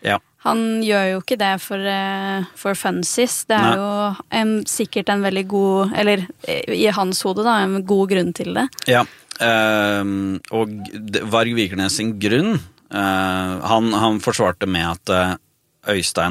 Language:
Norwegian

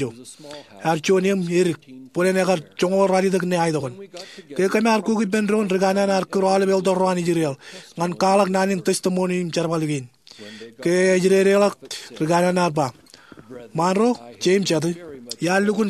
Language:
Marshallese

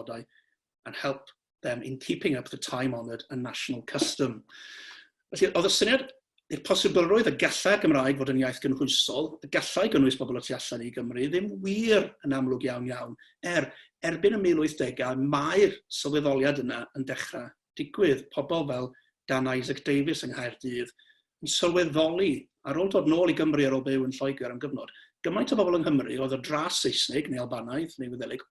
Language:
Welsh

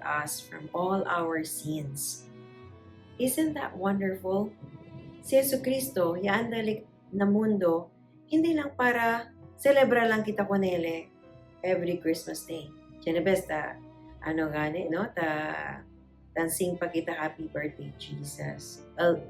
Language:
Chavacano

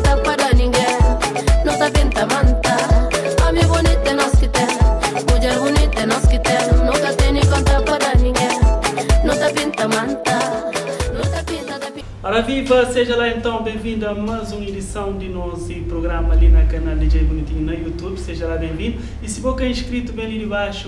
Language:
Kabuverdianu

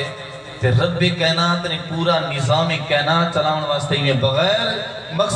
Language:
Saraiki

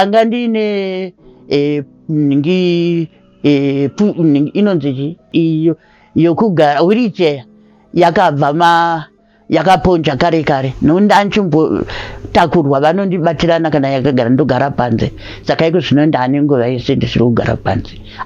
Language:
Shona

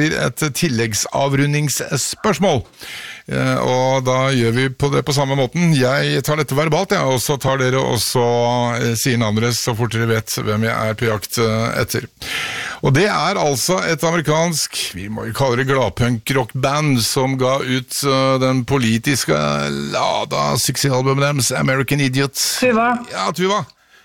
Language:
Norwegian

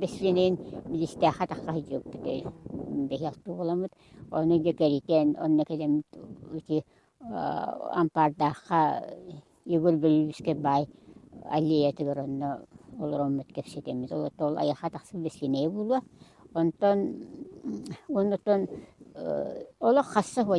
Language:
Yakut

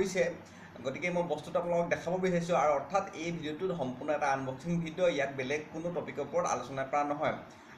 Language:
Assamese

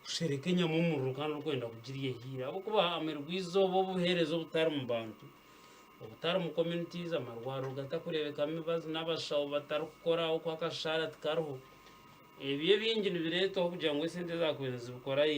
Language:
Nyankole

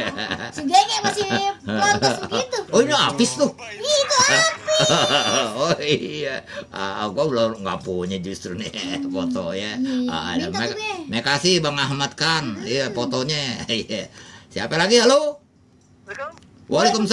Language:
Betawi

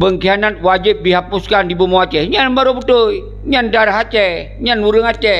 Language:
Achinese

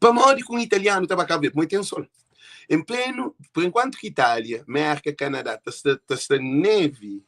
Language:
Kabuverdianu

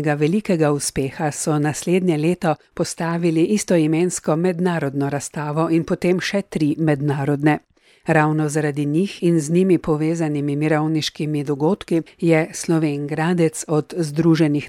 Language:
Slovenian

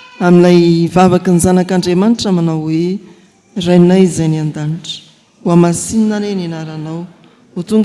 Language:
Malagasy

